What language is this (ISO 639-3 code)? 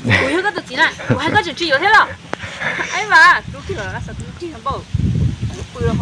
hmn